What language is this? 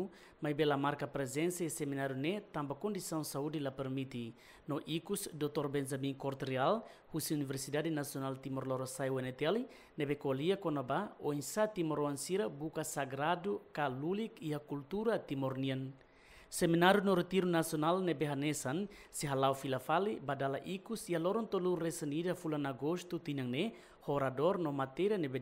Tetum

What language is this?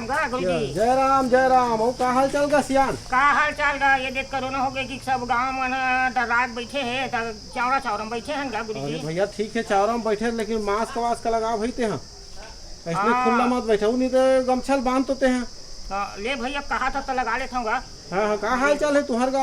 Chhattisgarhi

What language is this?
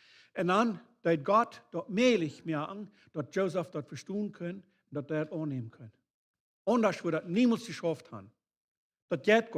Plautdietsch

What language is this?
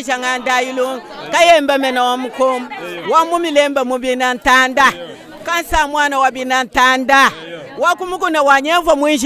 Luba-Lulua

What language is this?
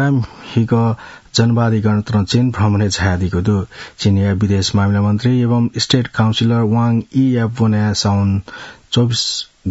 Newari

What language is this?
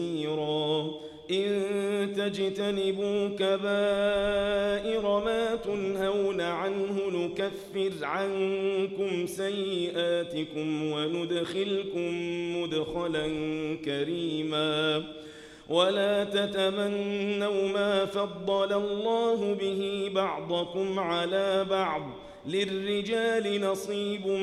Arabic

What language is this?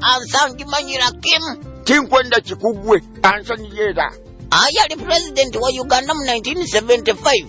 Nyoro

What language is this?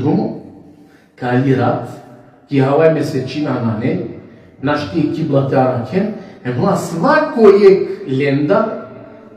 Balkan Romani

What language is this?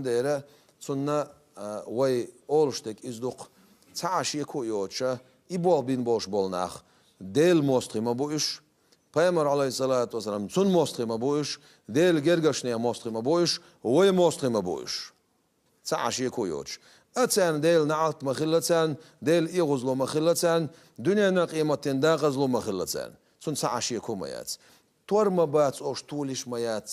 Chechen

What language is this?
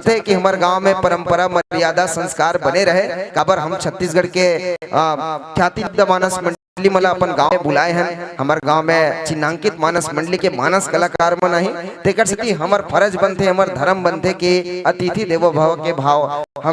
Chhattisgarhi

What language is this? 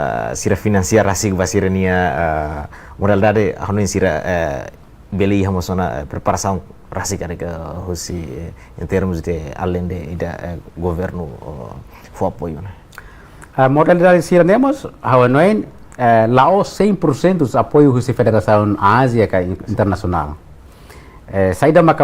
Tetum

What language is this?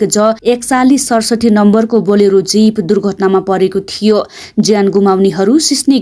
Nepali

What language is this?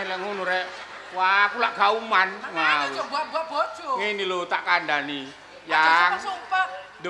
Javanese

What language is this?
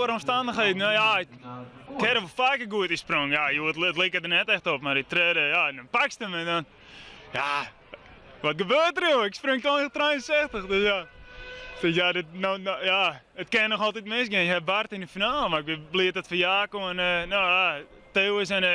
Western Frisian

